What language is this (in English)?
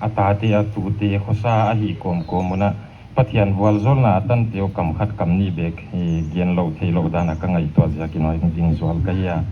Paite Chin